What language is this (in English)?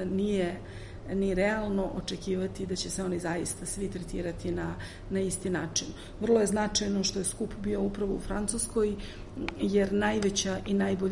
Serbian